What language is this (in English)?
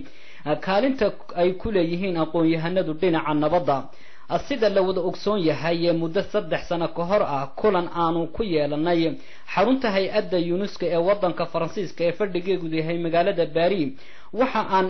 Somali